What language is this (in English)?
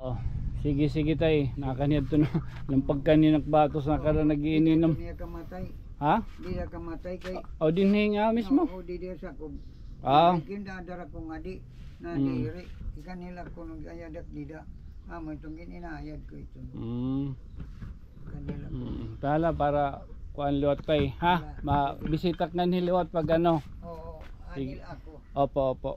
Waray